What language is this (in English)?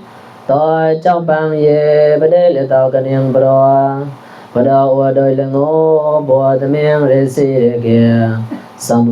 Mon